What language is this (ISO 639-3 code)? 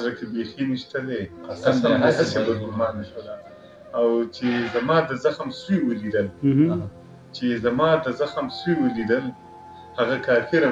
pus